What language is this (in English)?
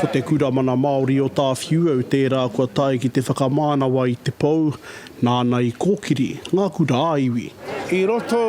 Māori